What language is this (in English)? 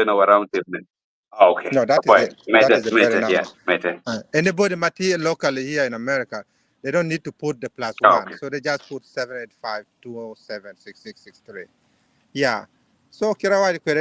Acoli